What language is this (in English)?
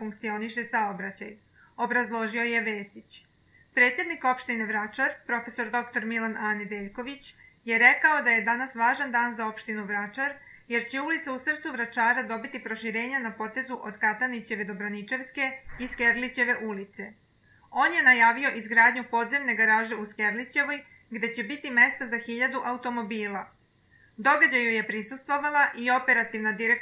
Serbian